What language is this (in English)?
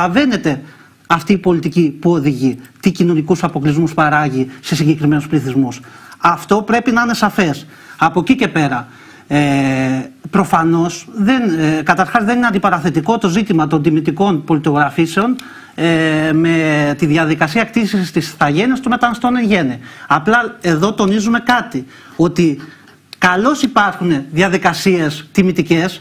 Greek